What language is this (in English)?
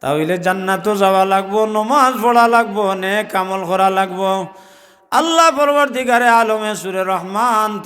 Sylheti